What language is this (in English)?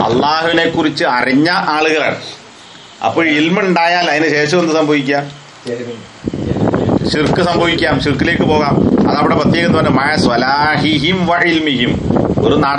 Malayalam